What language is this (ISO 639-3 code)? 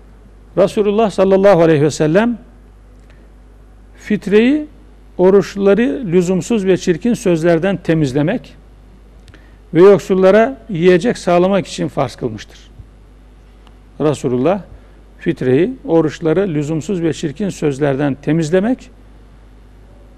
tur